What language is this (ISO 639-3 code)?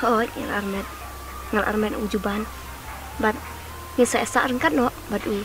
kha